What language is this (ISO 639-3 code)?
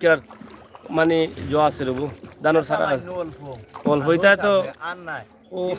syl